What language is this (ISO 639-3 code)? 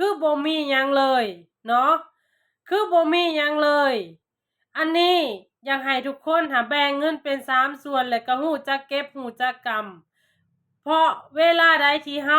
lao